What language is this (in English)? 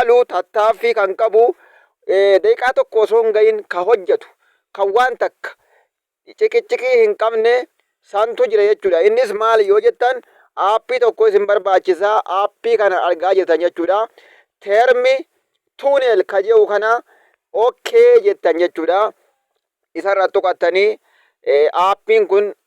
Oromo